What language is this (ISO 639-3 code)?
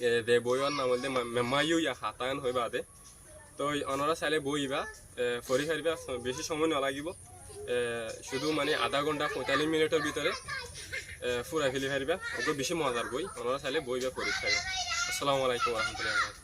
rhg